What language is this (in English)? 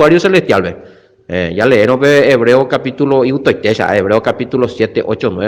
Guarani